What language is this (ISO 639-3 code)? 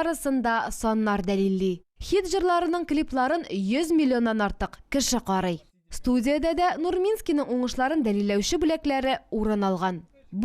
tat